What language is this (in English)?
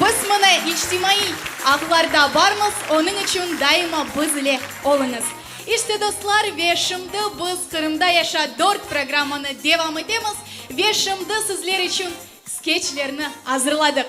Crimean Tatar